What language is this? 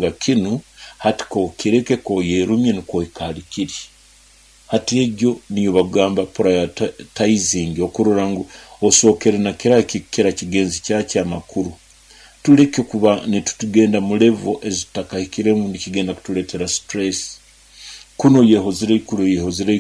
Nyoro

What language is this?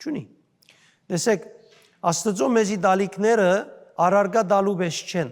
Western Armenian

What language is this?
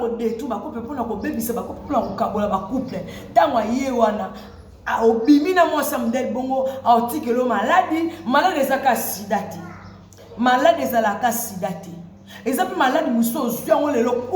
Lingala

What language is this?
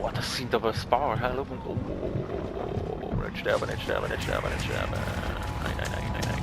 Swiss German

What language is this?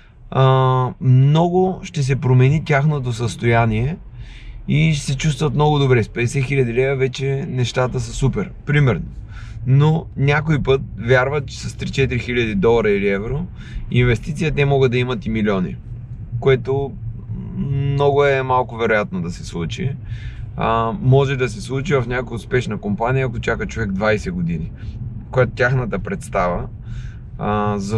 Bulgarian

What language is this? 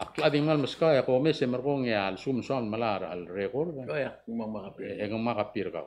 Palauan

